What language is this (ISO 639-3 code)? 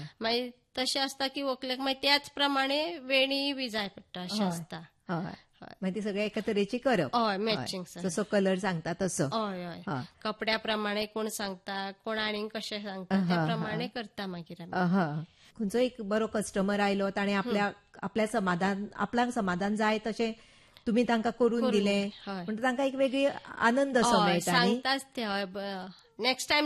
kok